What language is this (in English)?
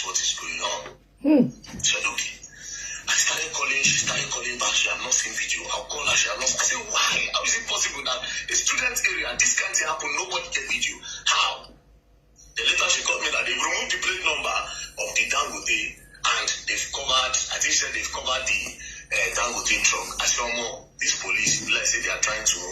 Nigerian Pidgin